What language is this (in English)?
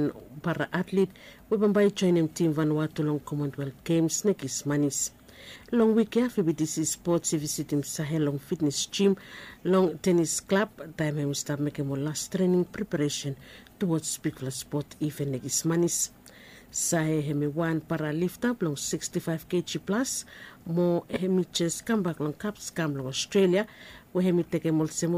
Bislama